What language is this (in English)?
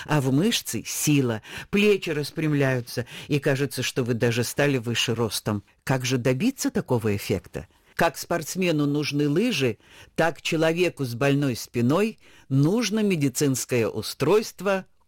Russian